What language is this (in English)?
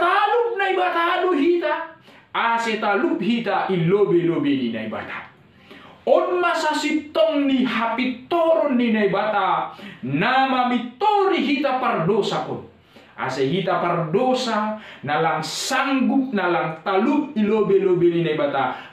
Batak Simalungun